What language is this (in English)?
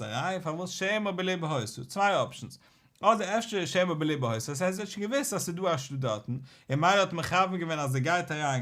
Yiddish